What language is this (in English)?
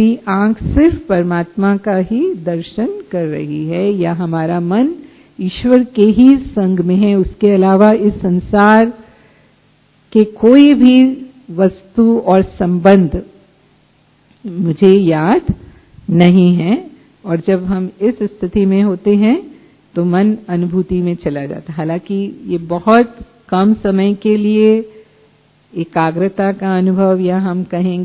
Hindi